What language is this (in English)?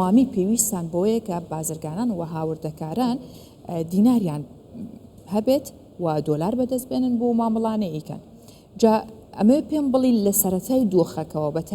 Central Kurdish